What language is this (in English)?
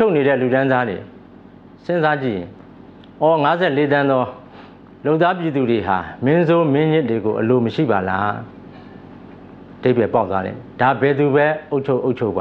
Burmese